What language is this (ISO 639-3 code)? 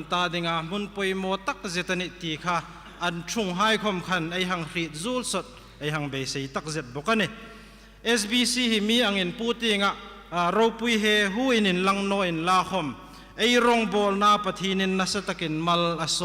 hmr